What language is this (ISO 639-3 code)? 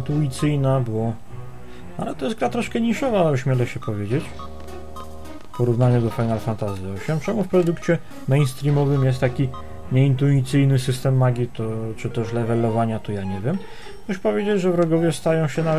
pol